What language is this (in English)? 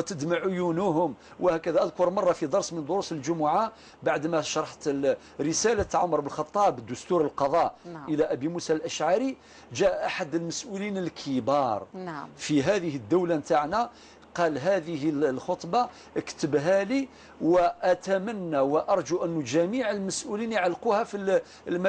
Algerian Arabic